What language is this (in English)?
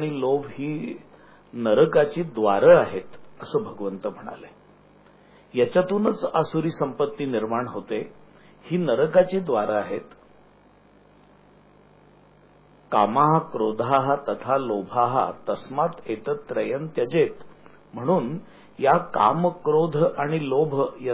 Marathi